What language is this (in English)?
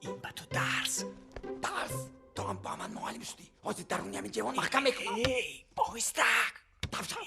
Tajik